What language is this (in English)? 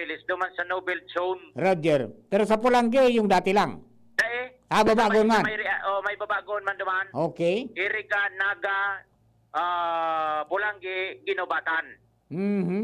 Bikol